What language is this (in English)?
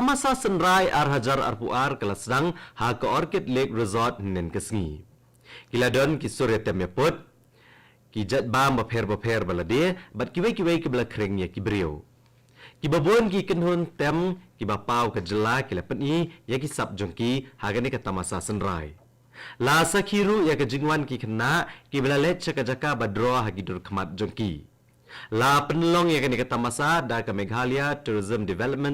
Khasi